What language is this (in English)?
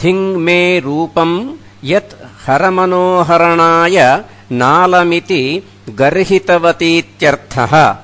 Sanskrit